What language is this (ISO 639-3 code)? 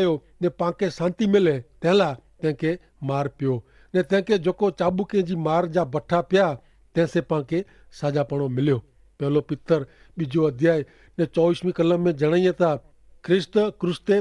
kfr